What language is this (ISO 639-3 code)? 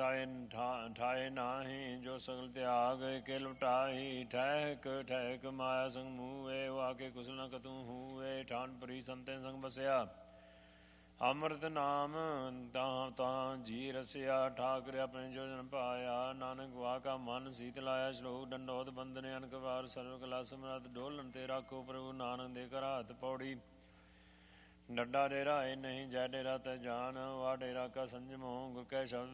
pan